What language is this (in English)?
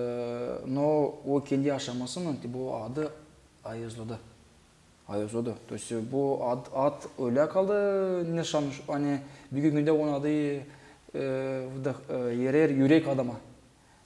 Gagauz